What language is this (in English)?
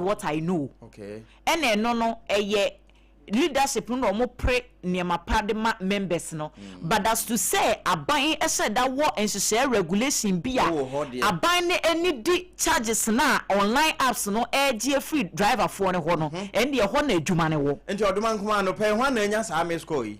Akan